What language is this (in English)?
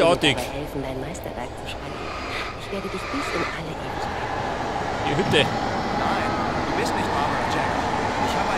Bavarian